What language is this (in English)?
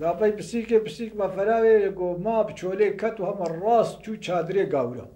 Kurdish